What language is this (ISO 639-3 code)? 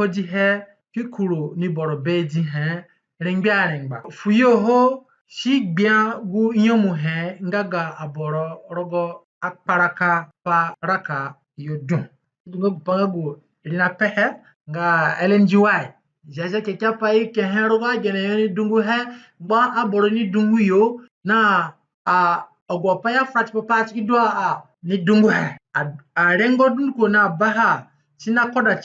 zne